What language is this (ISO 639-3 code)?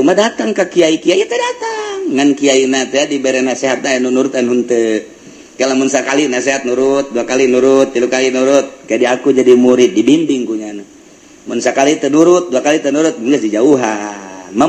sun